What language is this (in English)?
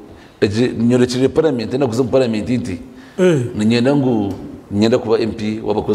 Nyankole